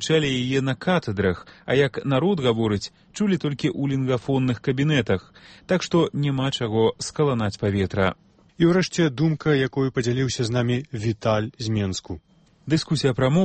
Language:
Belarusian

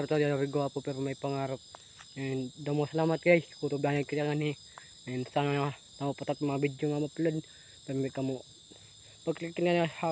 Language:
Waray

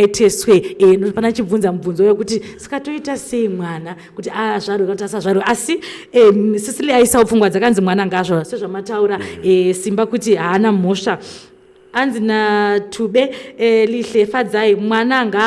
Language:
Shona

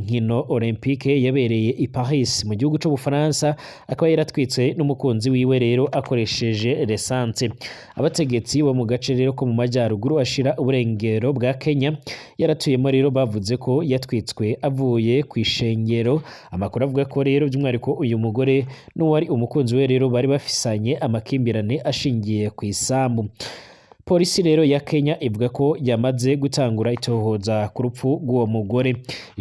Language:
Rundi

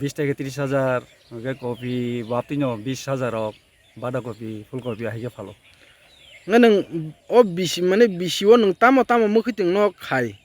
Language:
Kok Borok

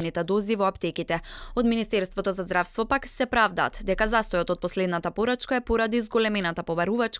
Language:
Macedonian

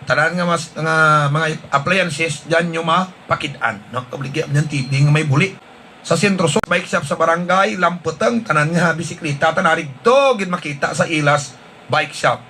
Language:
Hiligaynon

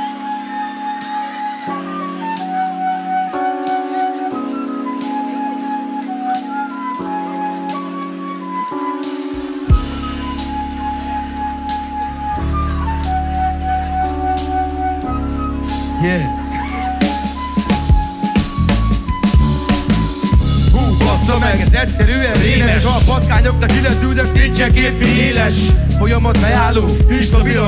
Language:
Hungarian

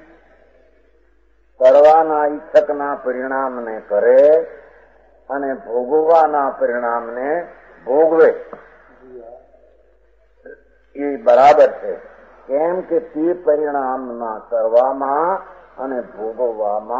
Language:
Gujarati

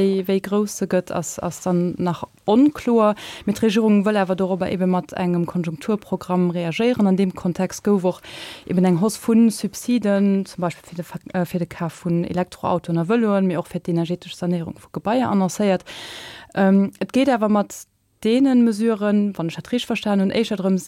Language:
Luxembourgish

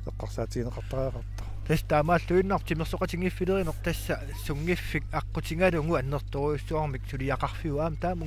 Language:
Kalaallisut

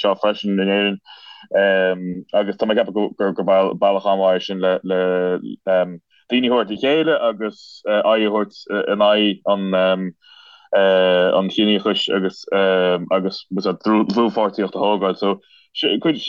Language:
Irish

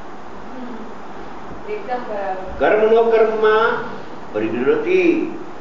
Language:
Gujarati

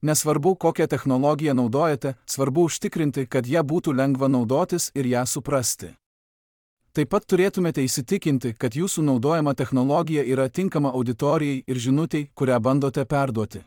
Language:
Lithuanian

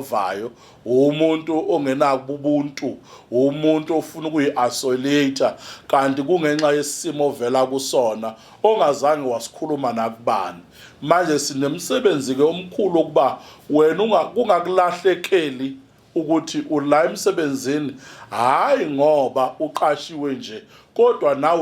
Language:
Zulu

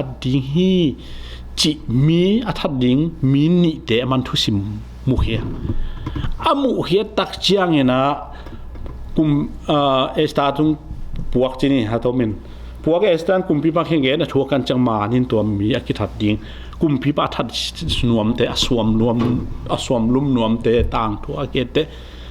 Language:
Tedim Chin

